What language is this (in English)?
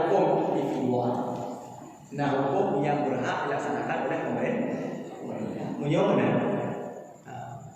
Achinese